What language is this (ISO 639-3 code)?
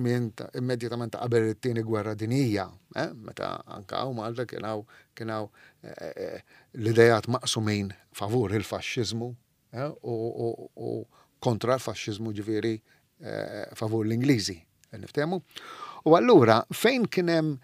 mlt